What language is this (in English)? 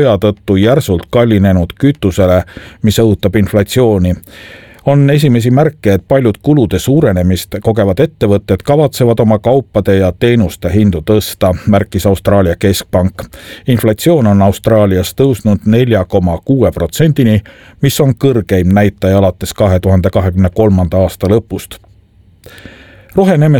Estonian